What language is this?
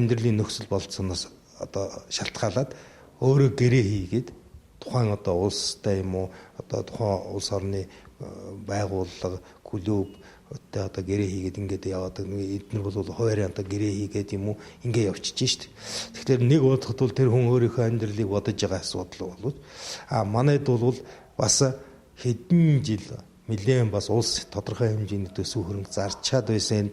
Mongolian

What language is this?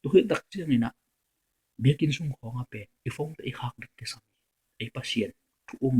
Tedim Chin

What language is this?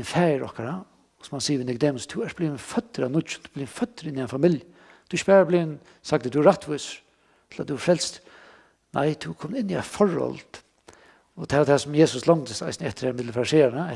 Faroese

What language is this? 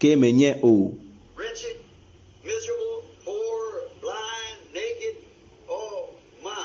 Ewe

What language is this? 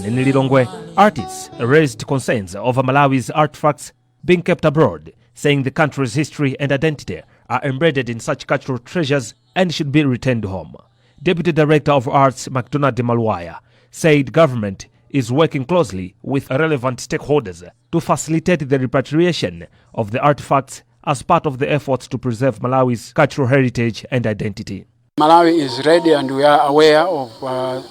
English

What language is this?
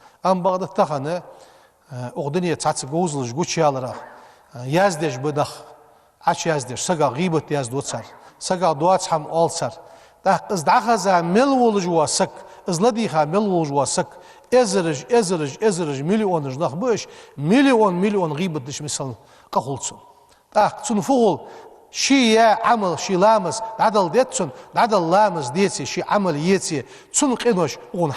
Ingush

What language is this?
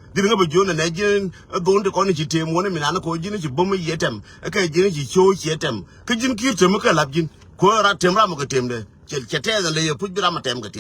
Nuer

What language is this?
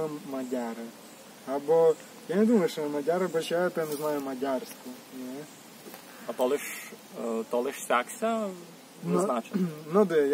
Rusyn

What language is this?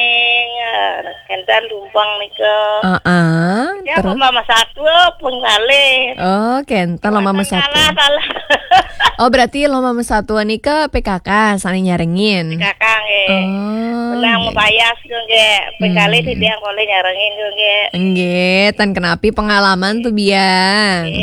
Balinese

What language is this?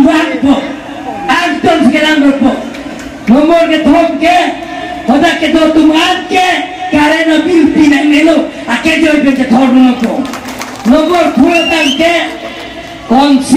Karbi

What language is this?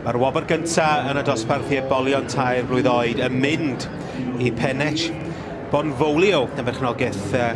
Welsh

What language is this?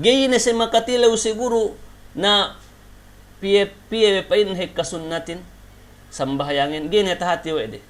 Yakan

